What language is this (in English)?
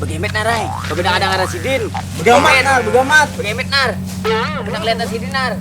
Banjar